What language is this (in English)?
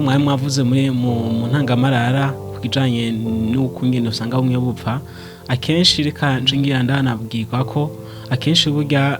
Rundi